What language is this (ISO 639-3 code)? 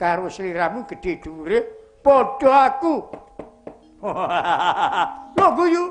jav